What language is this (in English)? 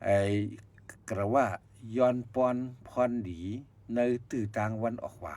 Shan